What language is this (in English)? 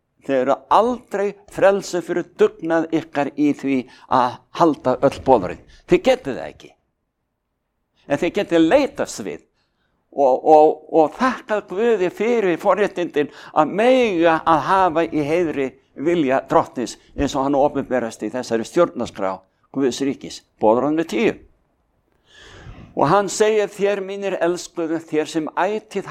Icelandic